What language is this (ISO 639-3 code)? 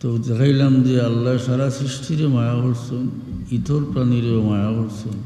syl